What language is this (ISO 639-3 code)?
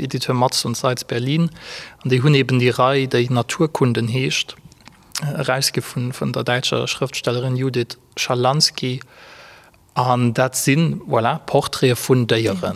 ltz